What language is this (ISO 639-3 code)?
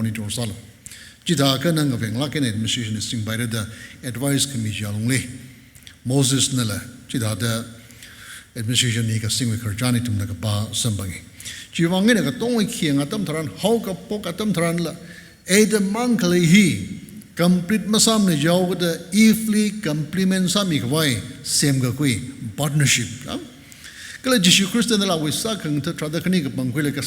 nmf